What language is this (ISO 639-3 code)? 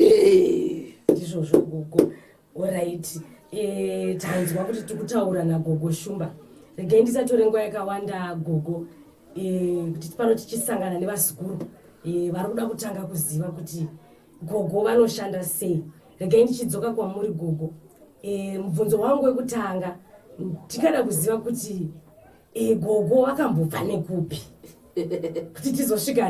sna